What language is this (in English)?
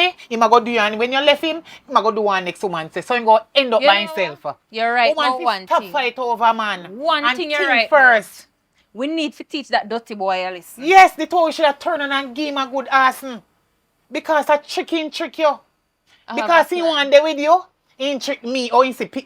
Jamaican Creole English